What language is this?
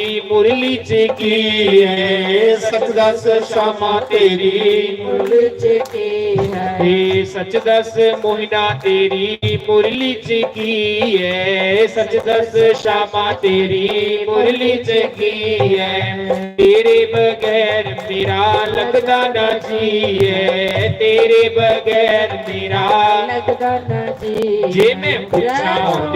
Dogri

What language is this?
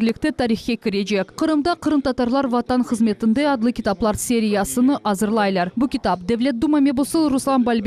Crimean Tatar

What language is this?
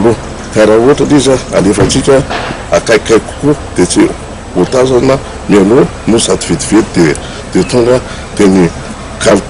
Malagasy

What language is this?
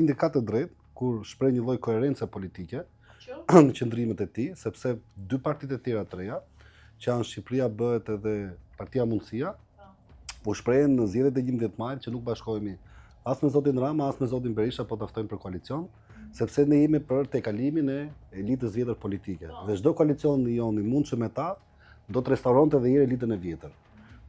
Albanian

